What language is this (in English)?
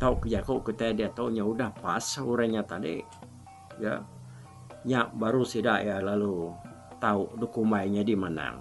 Iban